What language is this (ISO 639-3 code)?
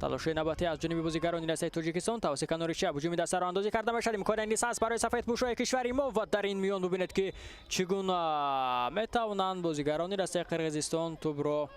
tgk